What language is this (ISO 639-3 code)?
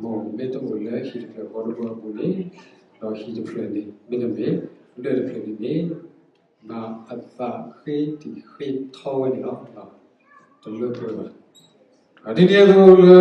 ksw